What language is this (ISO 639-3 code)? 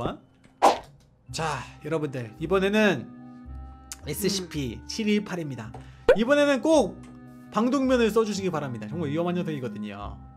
kor